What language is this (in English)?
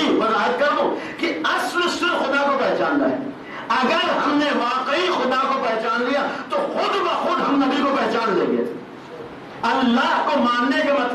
Urdu